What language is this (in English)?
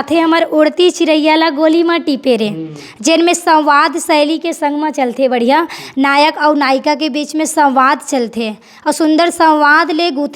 Chhattisgarhi